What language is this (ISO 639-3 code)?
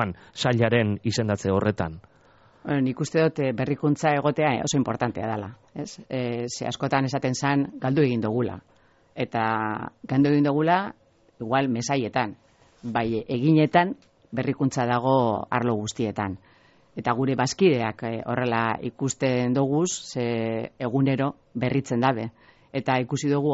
eus